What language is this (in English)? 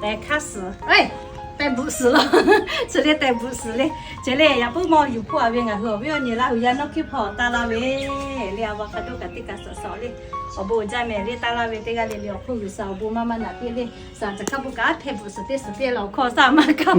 Lahu